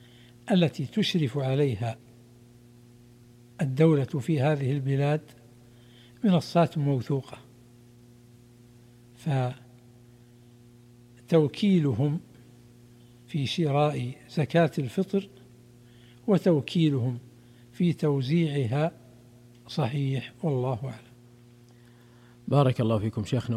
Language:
Arabic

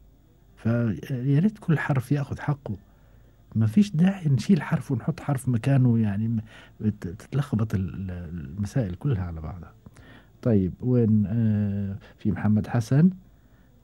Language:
Gulf Arabic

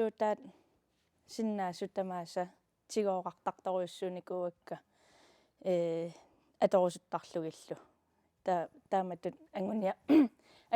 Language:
Kalaallisut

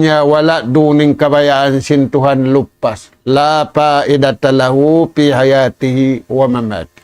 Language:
Tausug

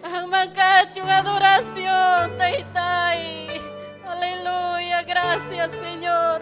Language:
Ayacucho Quechua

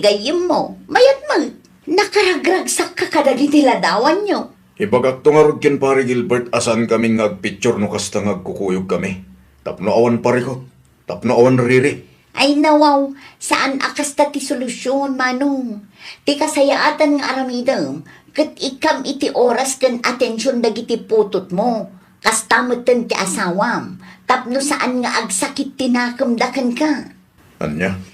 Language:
Iloko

